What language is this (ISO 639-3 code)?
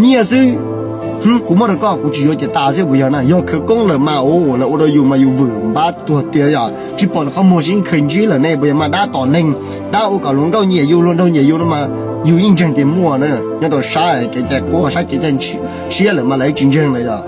hmn